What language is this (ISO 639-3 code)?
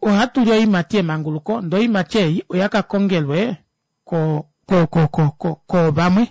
kua